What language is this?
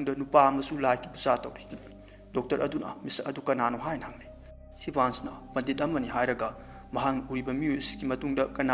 Manipuri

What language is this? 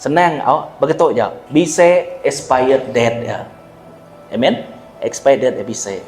Iban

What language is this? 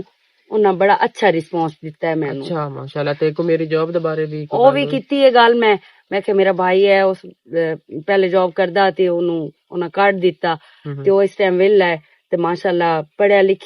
Western Panjabi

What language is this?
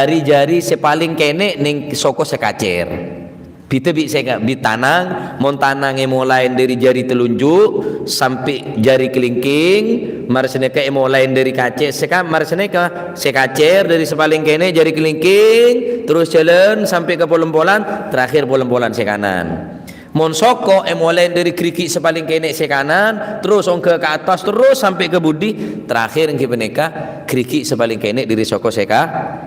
Madurese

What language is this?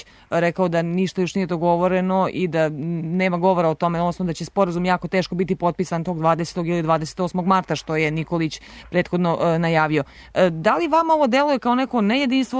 Serbian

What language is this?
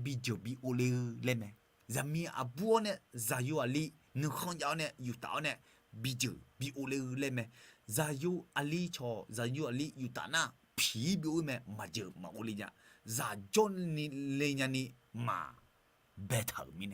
Akha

